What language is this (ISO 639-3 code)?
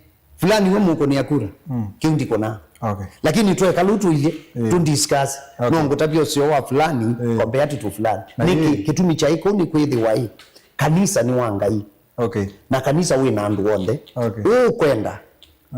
kam